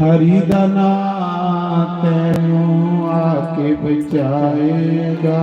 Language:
Dogri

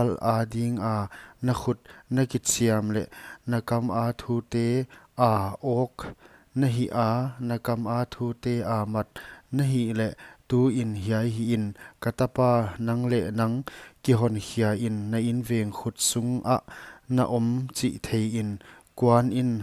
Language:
Paite Chin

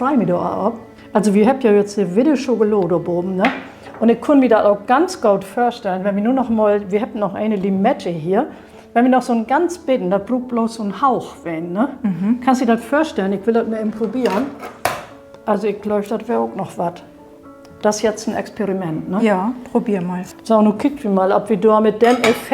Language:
Low German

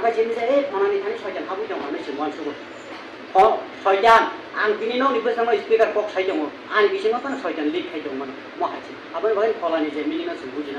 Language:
Kok Borok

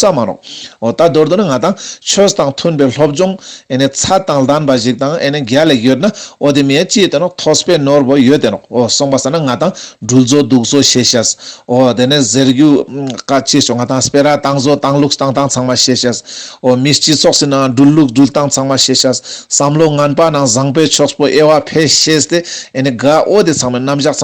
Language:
Ladakhi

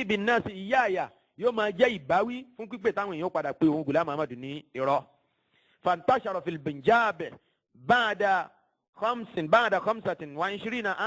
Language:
Yoruba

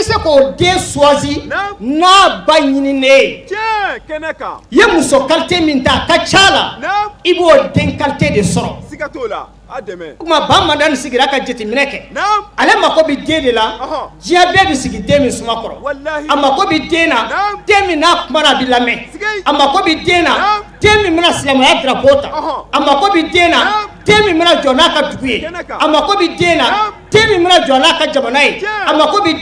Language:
Bambara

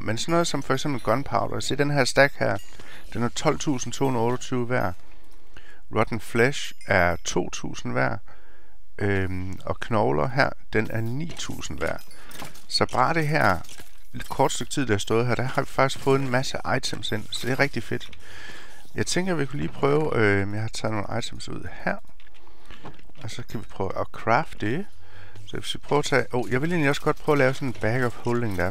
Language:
Danish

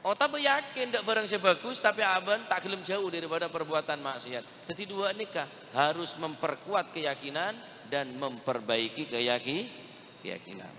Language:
Madurese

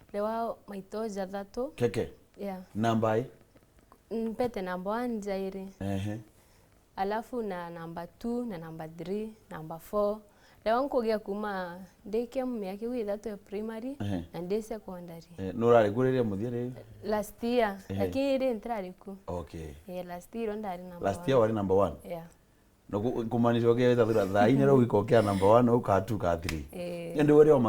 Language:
Meru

